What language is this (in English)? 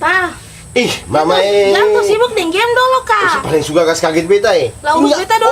Ambonese Malay